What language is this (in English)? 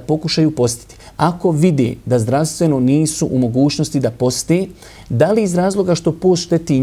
Bosnian